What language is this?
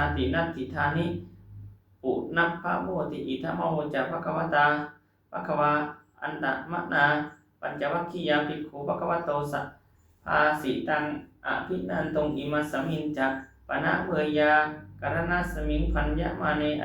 Pali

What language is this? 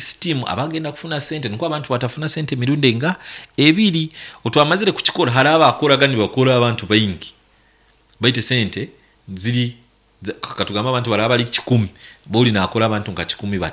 Nyankole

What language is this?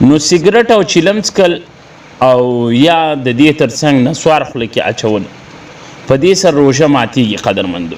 Pashto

